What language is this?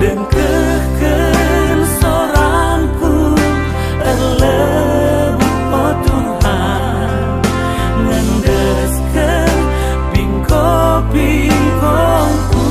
Batak Karo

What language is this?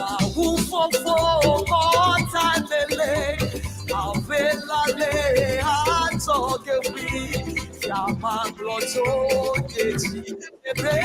Ewe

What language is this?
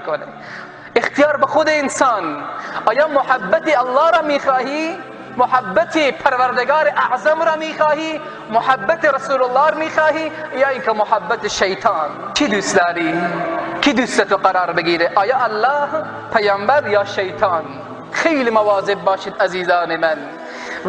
Persian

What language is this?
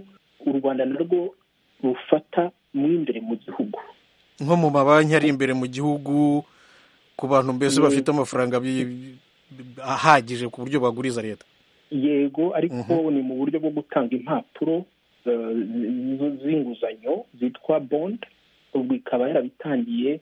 Kinyarwanda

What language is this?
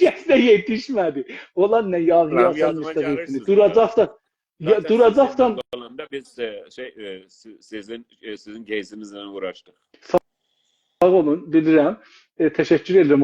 South Azerbaijani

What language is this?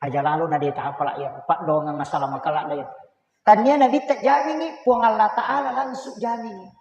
Buginese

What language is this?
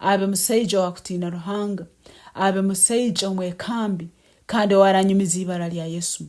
Nyankole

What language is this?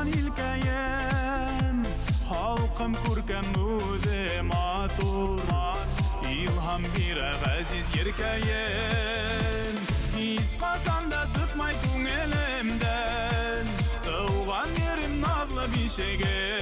Bashkir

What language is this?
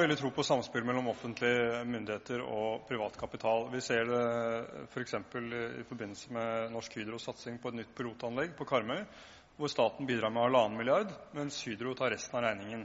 Norwegian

